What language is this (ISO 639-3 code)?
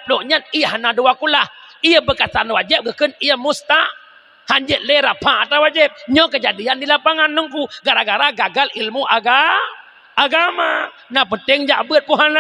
ace